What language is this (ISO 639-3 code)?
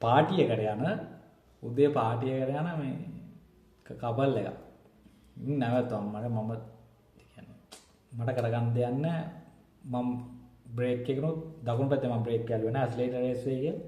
sin